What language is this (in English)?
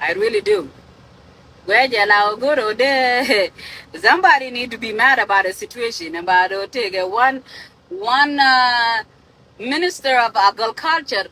Nuer